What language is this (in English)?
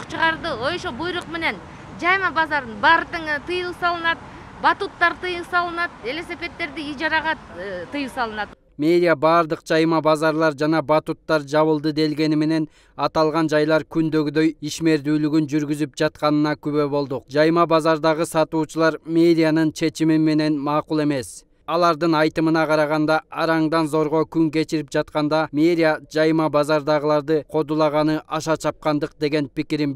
Kyrgyz